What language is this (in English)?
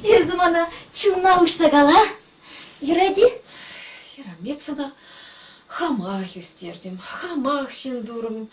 Chuvash